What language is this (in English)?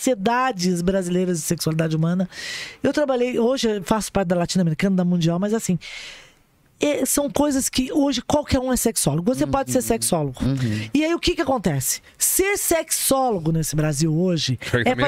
Portuguese